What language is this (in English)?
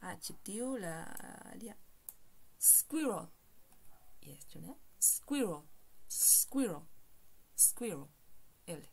Esperanto